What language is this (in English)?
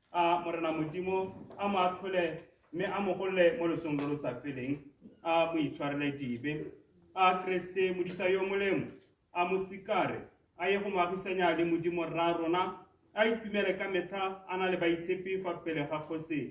Tswana